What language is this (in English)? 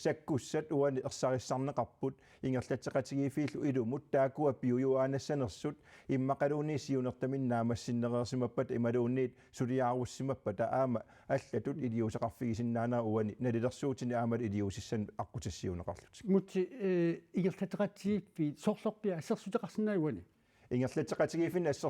Kalaallisut